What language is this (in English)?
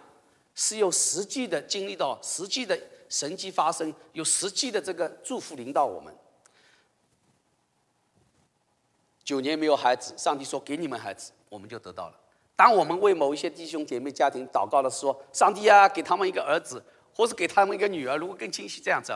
Chinese